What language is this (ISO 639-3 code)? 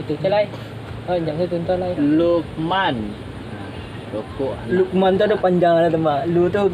min